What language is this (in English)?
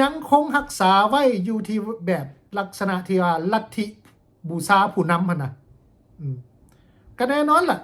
Lao